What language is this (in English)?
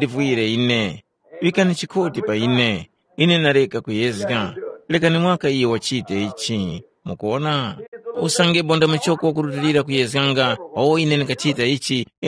Tumbuka